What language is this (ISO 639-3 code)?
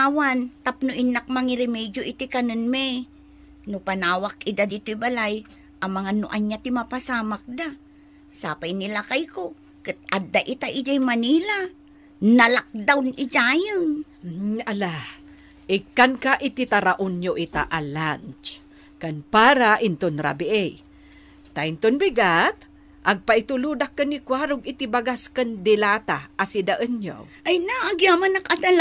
ilo